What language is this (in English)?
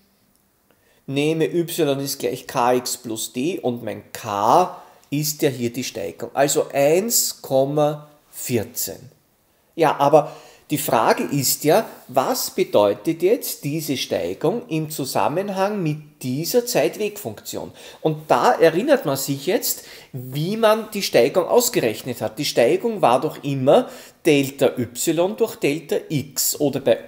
German